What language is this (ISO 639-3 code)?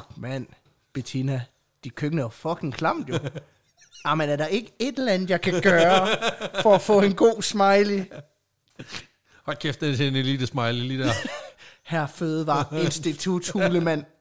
dan